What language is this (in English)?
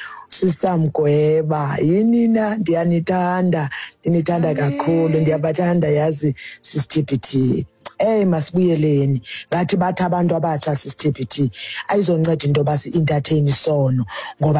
Xhosa